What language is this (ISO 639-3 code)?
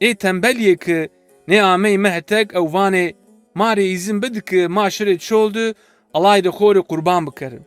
zza